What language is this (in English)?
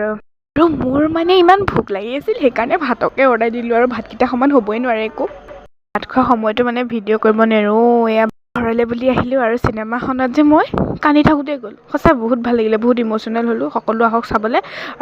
Assamese